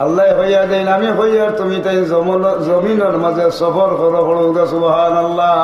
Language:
Sylheti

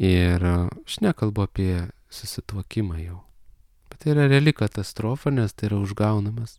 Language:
Lithuanian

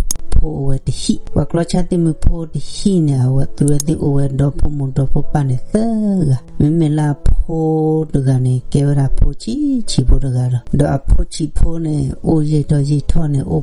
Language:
S'gaw Karen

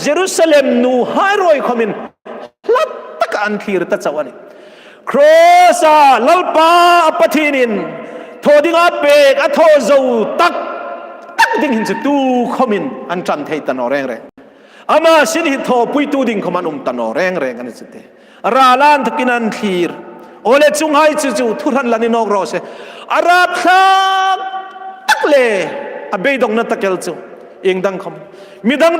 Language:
Hmar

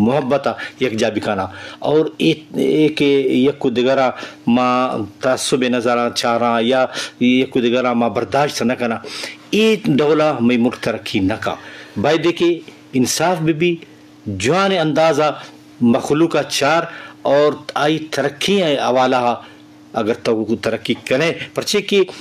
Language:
Eastern Balochi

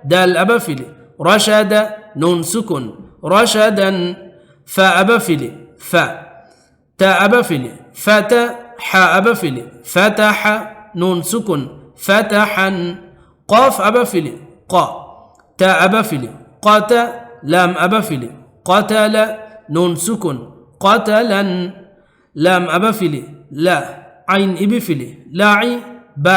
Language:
Divehi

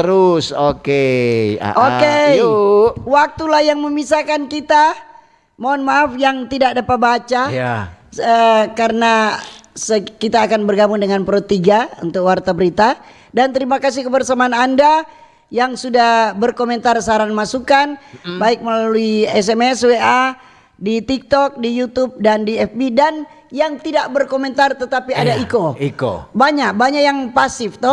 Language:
Manado Malay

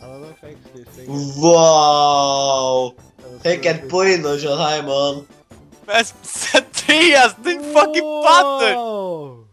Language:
Faroese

